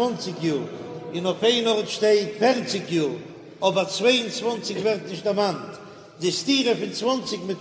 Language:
Yiddish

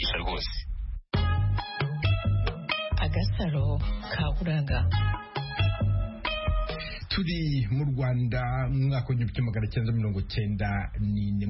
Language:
Kinyarwanda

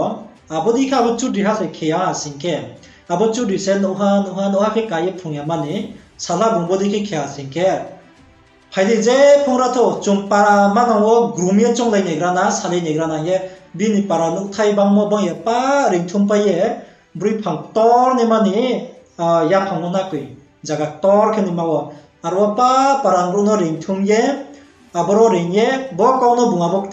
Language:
Riang (India)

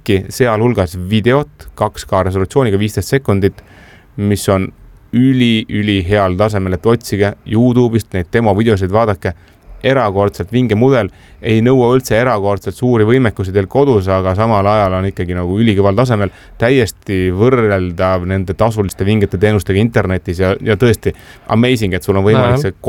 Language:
Estonian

